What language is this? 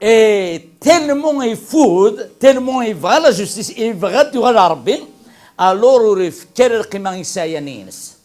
Kabyle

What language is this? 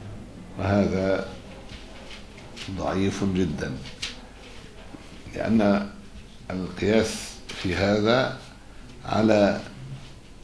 Arabic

